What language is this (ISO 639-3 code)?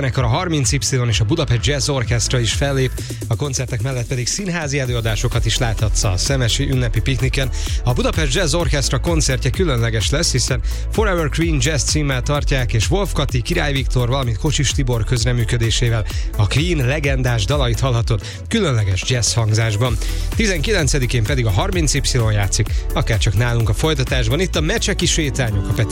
hun